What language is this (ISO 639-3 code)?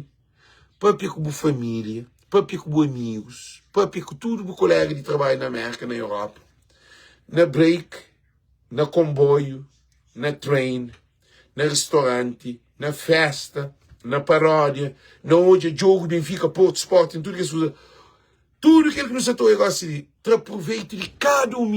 kea